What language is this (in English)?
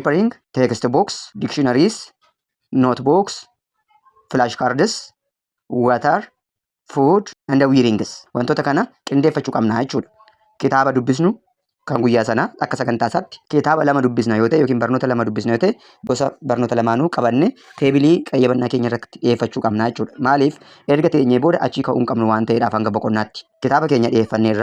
Oromo